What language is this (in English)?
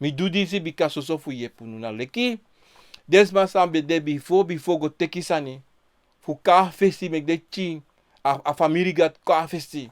Sranan Tongo